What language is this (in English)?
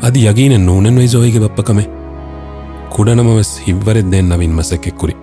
Divehi